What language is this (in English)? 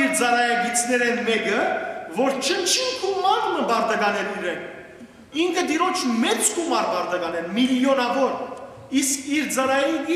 Western Armenian